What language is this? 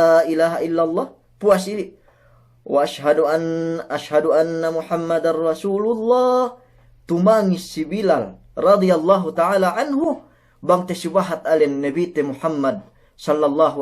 Yakan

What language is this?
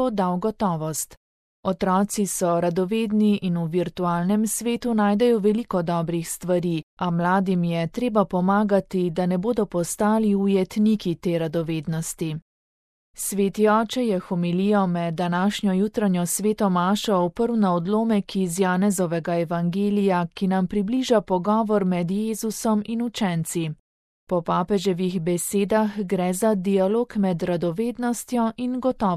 Slovenian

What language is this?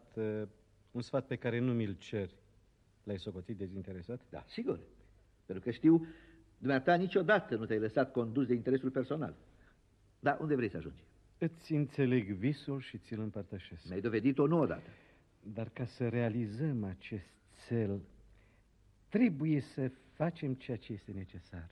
Romanian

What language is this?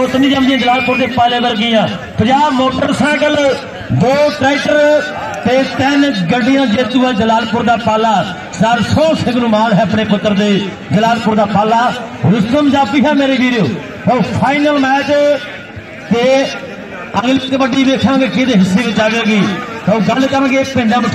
Punjabi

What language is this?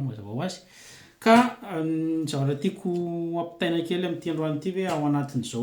Malagasy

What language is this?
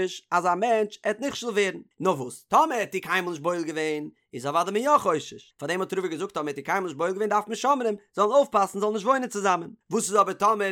Yiddish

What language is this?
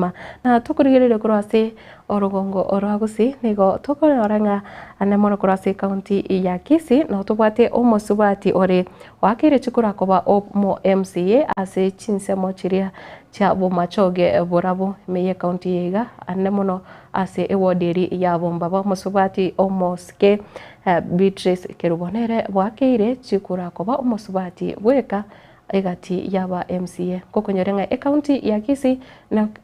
Gusii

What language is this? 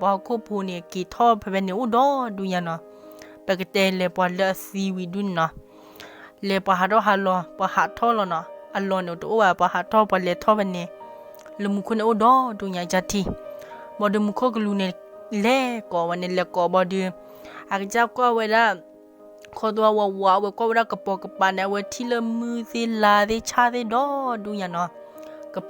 S'gaw Karen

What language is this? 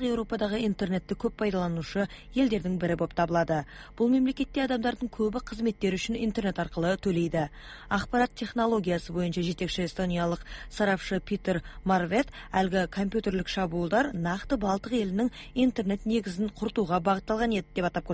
Kazakh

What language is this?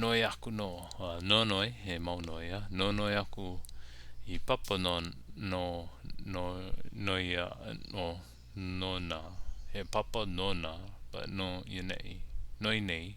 Hawaiian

